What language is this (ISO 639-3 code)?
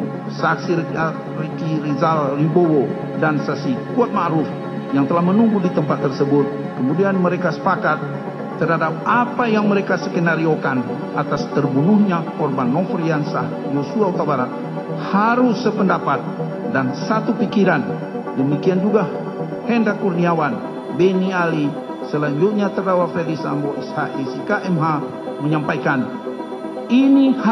ind